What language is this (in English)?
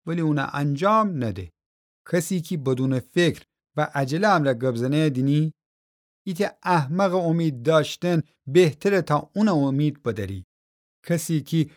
Gilaki